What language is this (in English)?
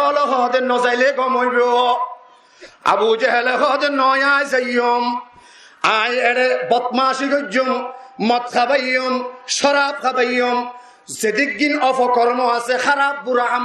Rohingya